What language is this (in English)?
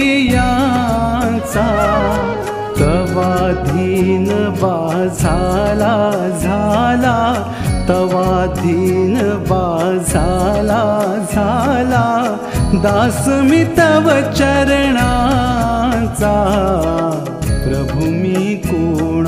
Marathi